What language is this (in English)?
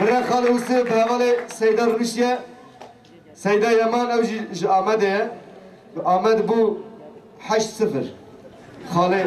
Kurdish